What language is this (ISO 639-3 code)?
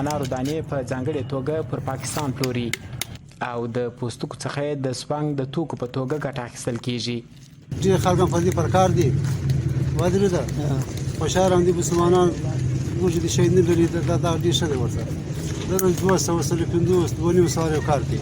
pus